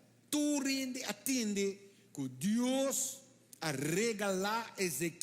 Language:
Papiamento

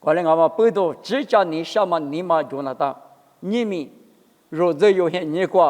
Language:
Lisu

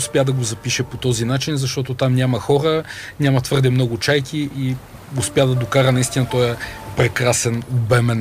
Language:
Bulgarian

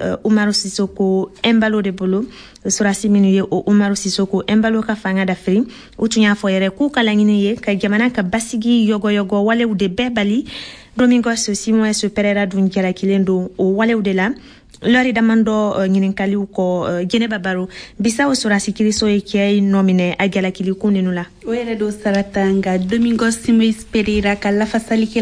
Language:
Bambara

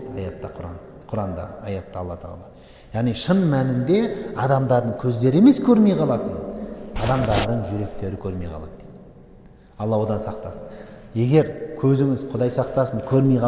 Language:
Kazakh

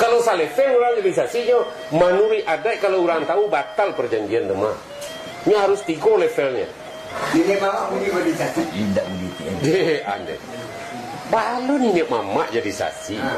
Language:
Minangkabau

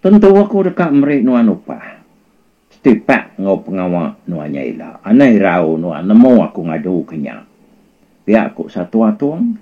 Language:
Iban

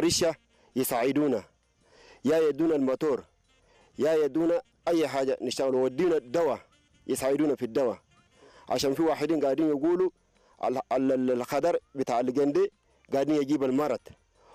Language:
Tigrinya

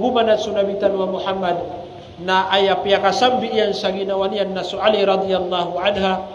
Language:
Maranao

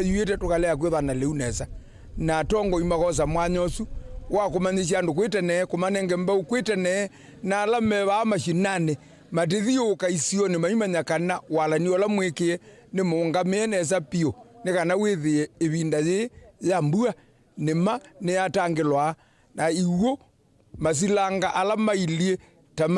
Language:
Kamba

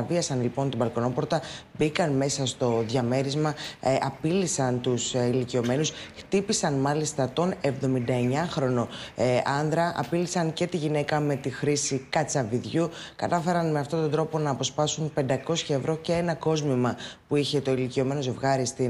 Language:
Greek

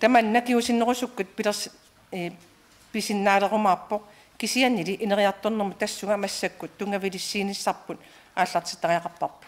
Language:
Kalaallisut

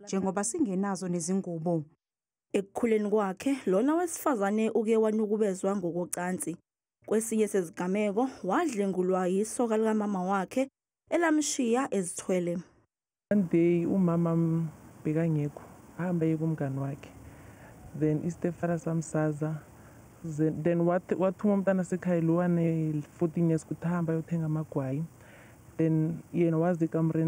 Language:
Zulu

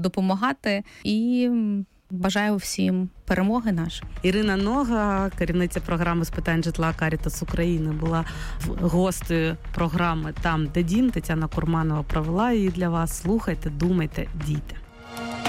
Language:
Ukrainian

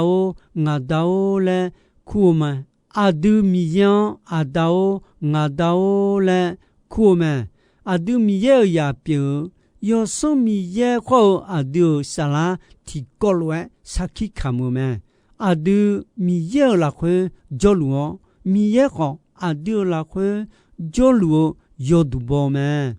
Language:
Akha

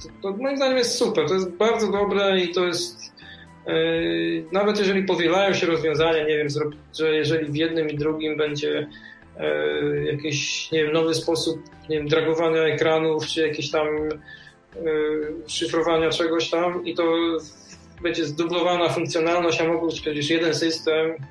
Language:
Polish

